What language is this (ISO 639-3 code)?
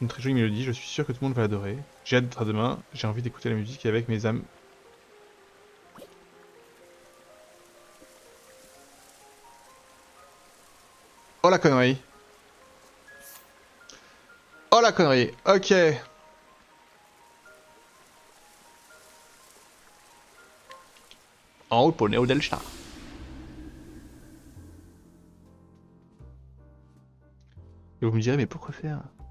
fra